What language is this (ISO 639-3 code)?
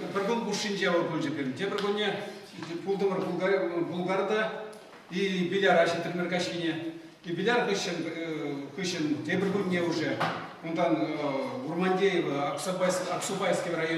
chv